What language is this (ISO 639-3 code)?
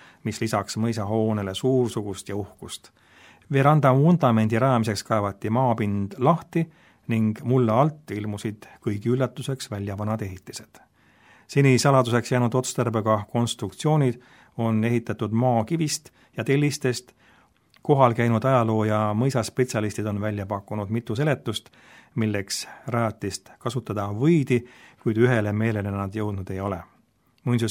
est